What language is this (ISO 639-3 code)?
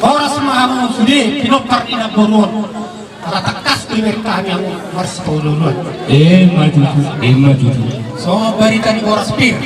bbc